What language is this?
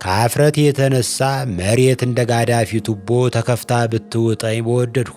Amharic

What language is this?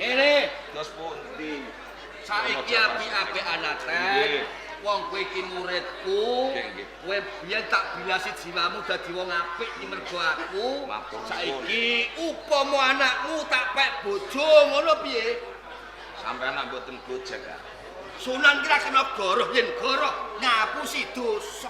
Javanese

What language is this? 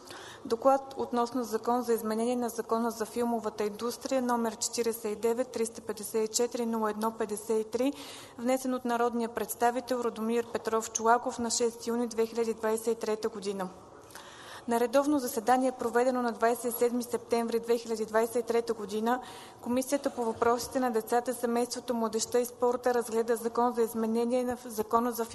Bulgarian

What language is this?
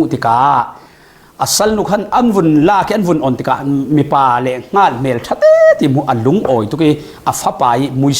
Falam Chin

